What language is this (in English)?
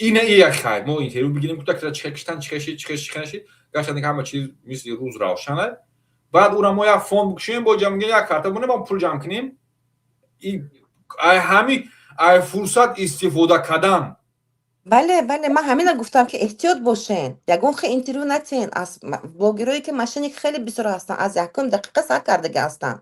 Tajik